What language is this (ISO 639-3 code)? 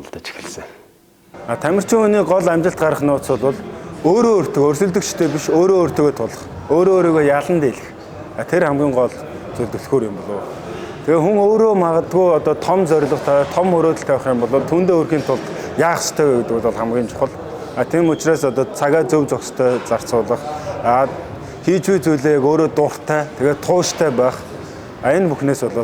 mon